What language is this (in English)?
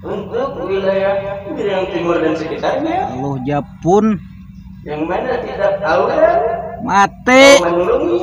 Banjar